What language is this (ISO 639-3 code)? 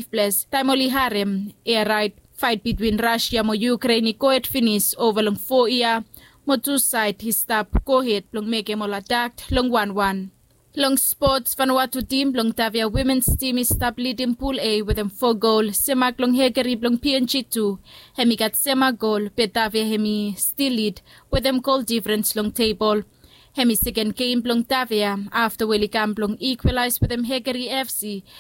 bis